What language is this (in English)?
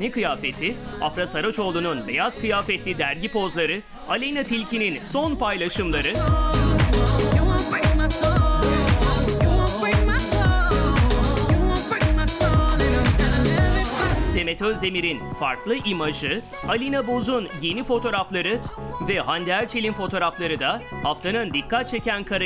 Turkish